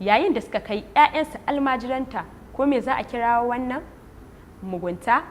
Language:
Hausa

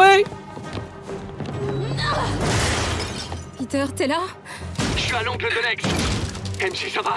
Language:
French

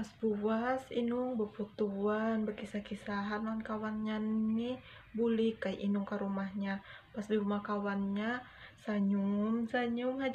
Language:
Banjar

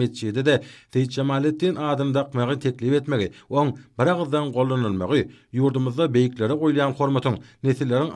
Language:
Turkmen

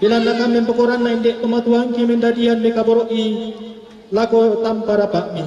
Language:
Toraja-Sa'dan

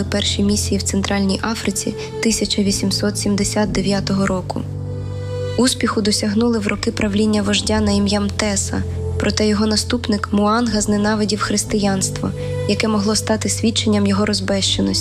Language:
Ukrainian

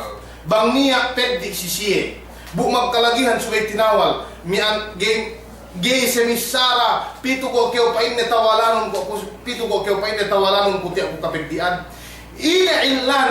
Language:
Yakan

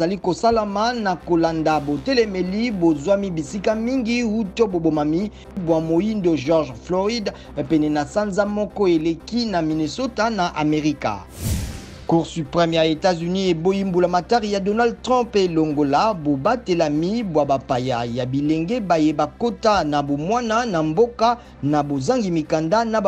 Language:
Lingala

